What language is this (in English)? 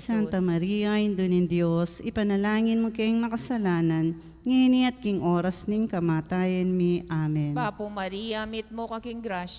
Pampanga